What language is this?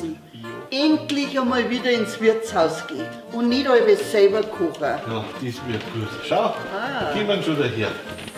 Bavarian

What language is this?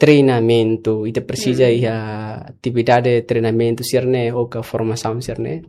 Tetum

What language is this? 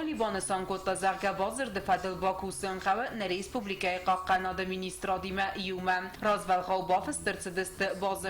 Ossetic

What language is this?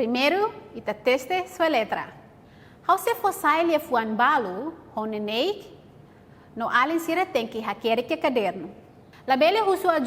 Tetum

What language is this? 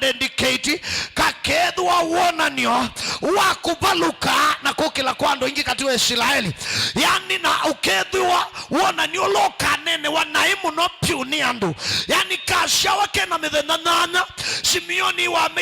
Kamba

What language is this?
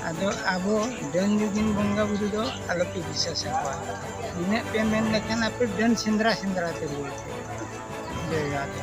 Santali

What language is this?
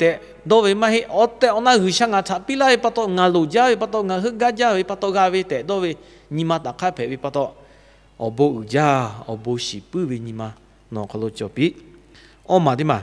Lahu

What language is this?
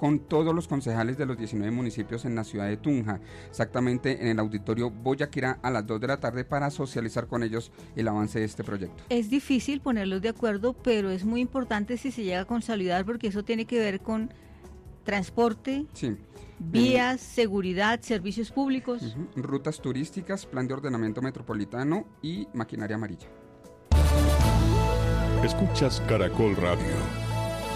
Spanish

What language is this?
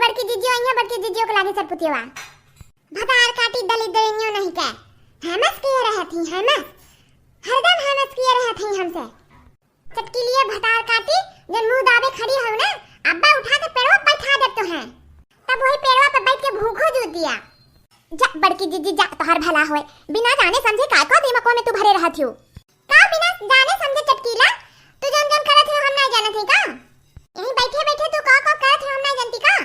Awadhi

